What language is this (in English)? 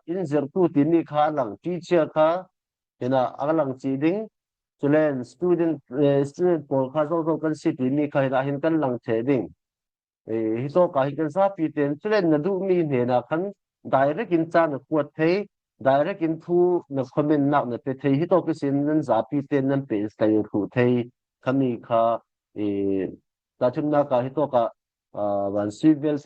Falam Chin